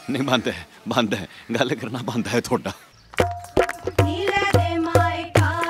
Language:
Punjabi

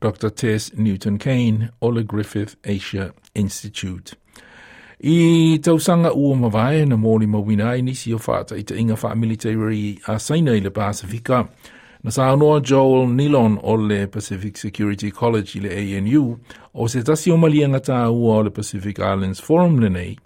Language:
Samoan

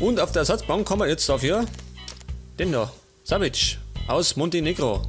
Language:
Bavarian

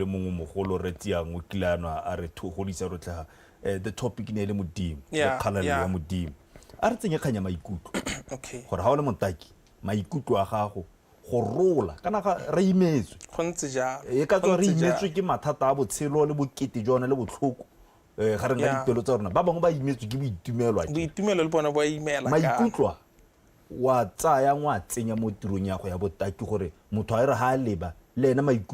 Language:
Tswana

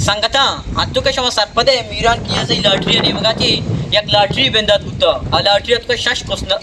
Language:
Baluchi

